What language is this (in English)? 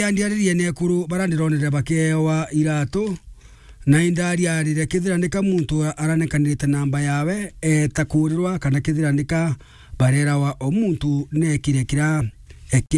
Meru